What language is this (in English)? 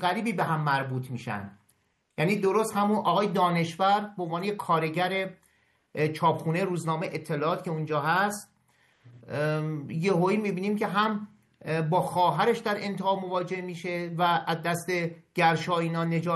Persian